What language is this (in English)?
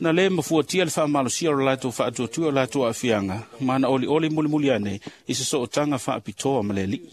Samoan